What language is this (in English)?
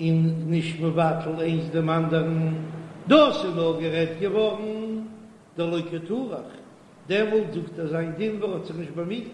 Yiddish